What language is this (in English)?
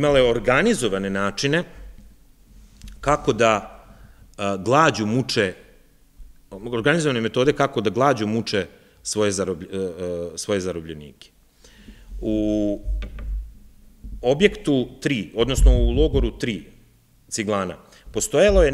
Serbian